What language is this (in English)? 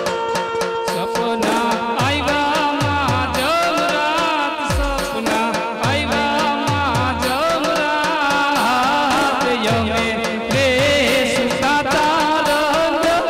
Gujarati